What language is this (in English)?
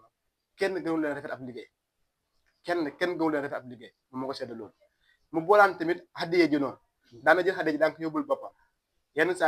Wolof